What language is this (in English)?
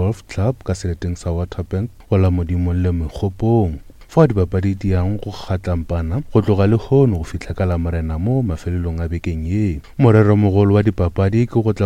Northern Sotho